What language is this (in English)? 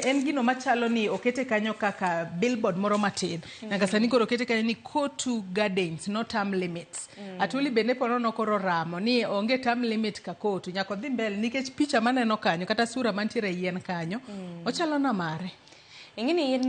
Luo (Kenya and Tanzania)